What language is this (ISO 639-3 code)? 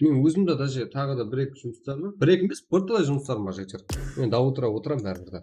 kaa